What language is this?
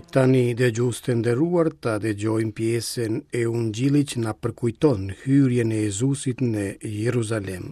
Albanian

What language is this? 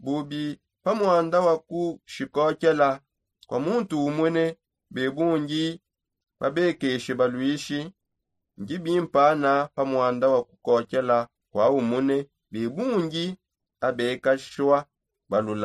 Songe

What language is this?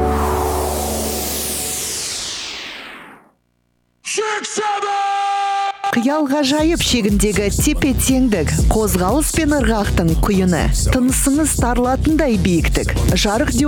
Kazakh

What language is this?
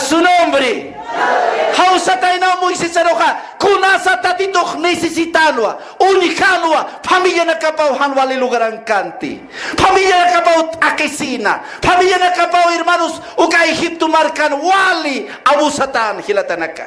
Aymara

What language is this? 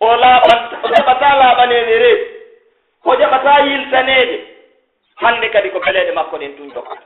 Pular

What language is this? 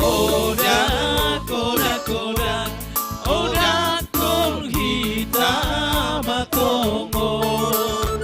Batak Simalungun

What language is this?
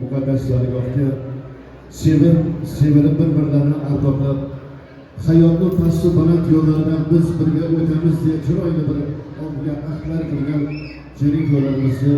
Uzbek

